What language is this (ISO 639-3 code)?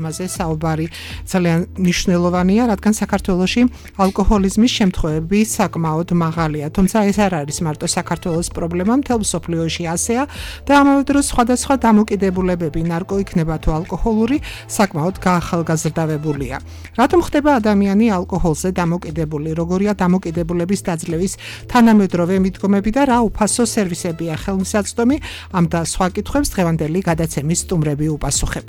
kat